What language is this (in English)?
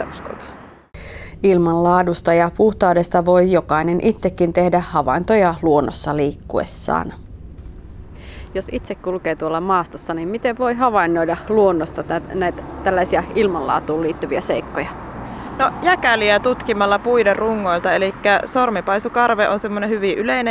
Finnish